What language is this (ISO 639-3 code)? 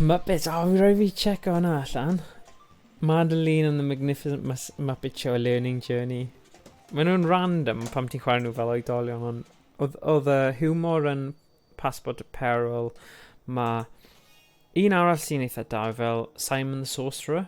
cym